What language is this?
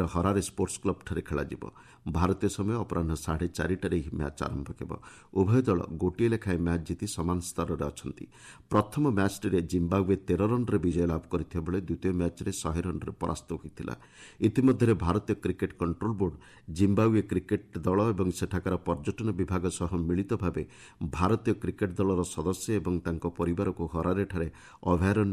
Odia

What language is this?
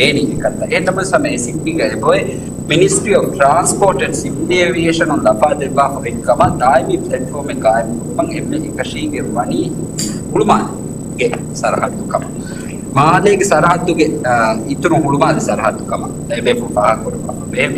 Divehi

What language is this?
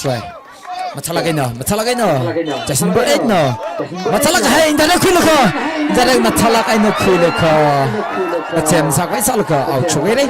Tangkhul Naga (India)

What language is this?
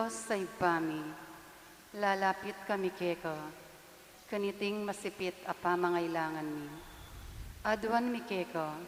Pampanga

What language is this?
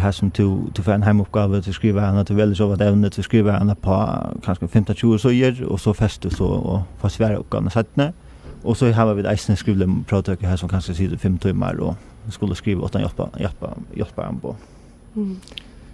Faroese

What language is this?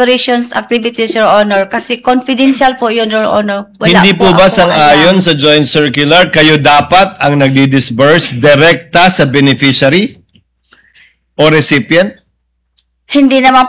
Filipino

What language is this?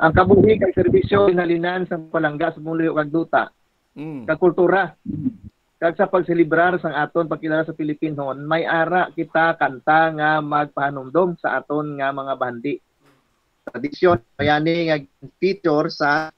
Hiligaynon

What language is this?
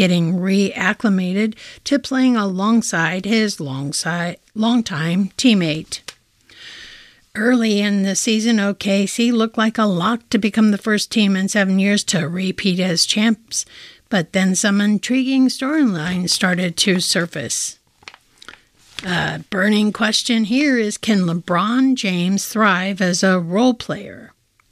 English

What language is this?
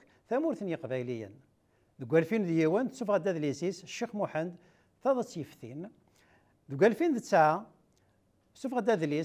Kabyle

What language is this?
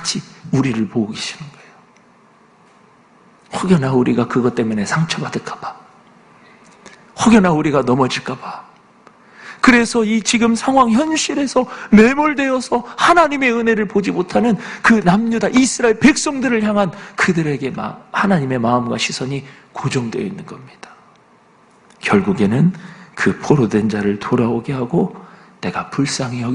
Korean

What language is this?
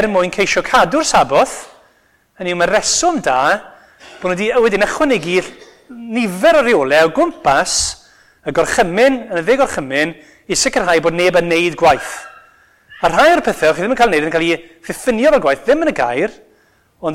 Welsh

